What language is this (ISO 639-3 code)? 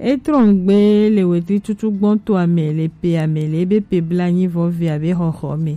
gej